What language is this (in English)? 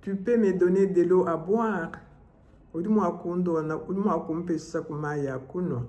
Luba-Lulua